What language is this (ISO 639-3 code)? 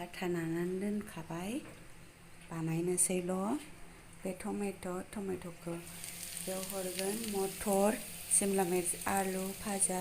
brx